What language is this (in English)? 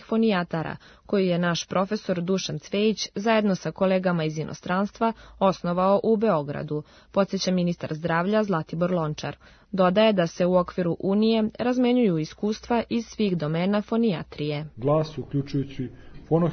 Serbian